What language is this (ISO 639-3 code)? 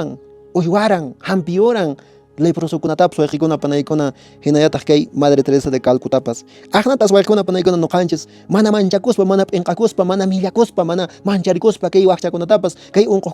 que